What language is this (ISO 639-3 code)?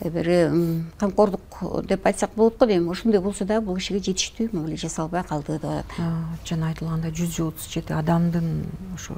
kir